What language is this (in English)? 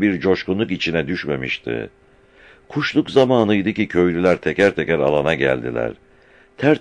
Turkish